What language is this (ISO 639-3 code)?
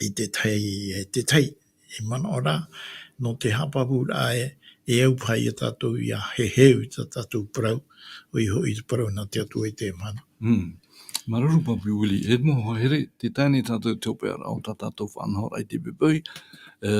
tah